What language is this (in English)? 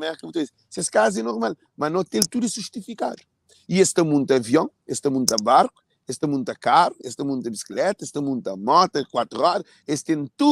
Kabuverdianu